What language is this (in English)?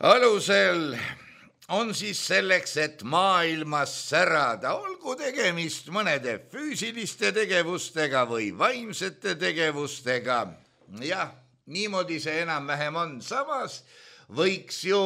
Estonian